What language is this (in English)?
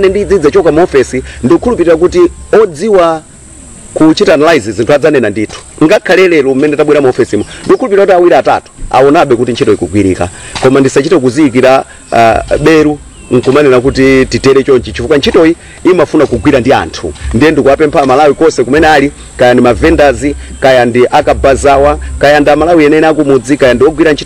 Nyanja